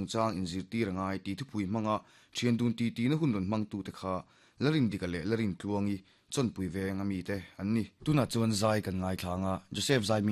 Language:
Mizo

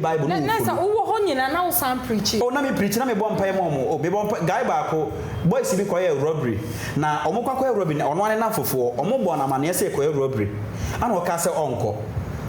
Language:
Akan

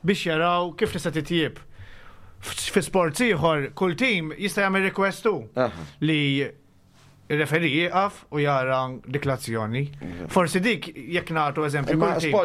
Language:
Maltese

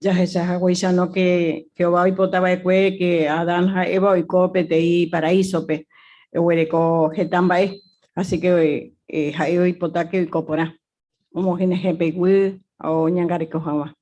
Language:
Guarani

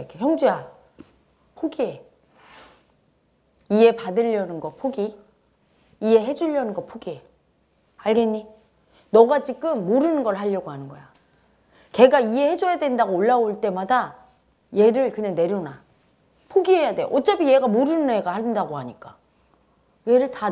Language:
Korean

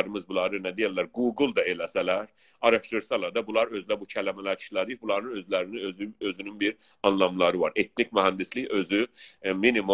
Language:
South Azerbaijani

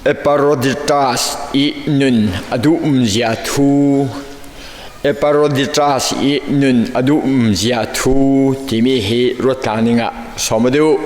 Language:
Falam Chin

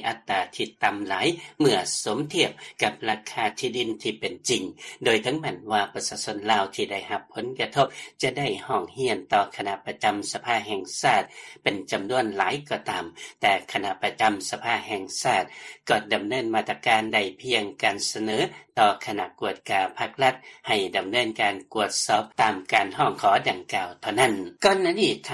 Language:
Lao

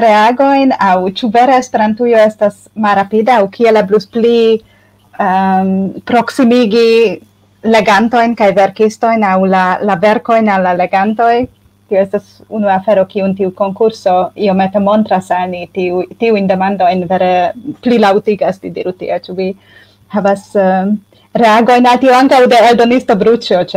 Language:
Esperanto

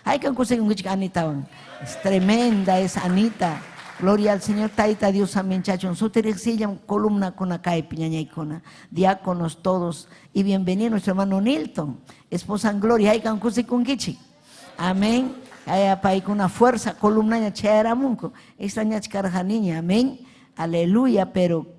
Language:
Ayacucho Quechua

